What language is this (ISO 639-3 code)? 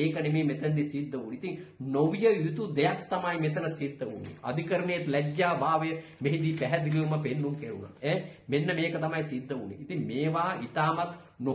sin